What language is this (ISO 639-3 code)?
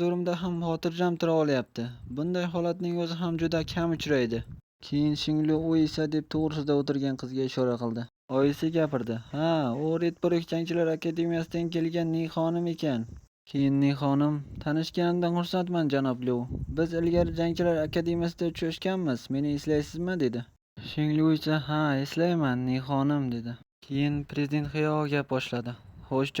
uzb